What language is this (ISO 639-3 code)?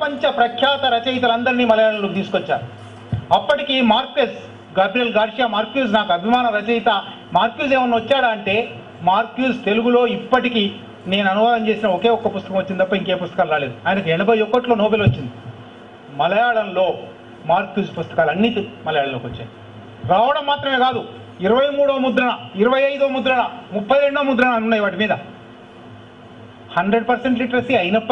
tel